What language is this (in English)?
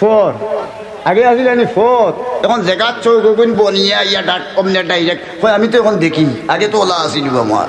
Sylheti